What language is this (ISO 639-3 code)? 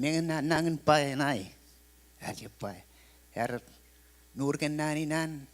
mah